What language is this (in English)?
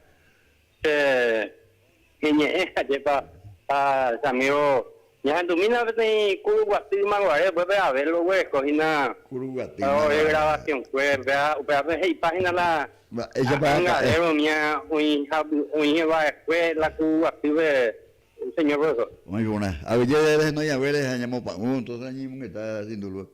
Guarani